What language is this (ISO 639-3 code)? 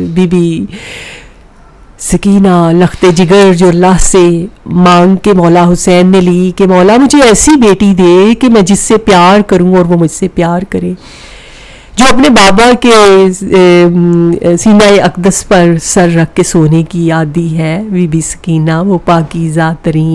urd